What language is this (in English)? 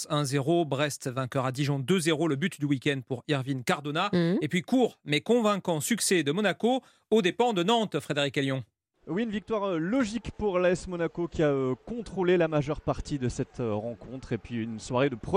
French